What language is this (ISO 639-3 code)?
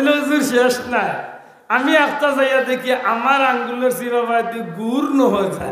syl